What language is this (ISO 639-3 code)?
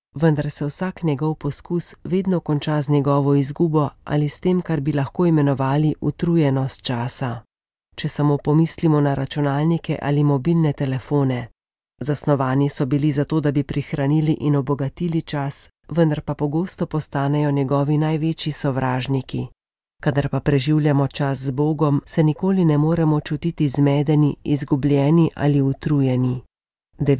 slv